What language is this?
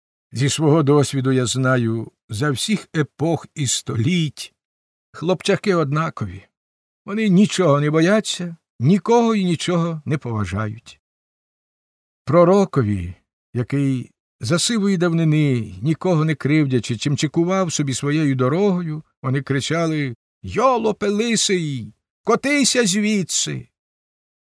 Ukrainian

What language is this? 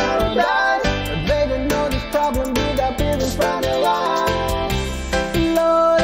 Pohnpeian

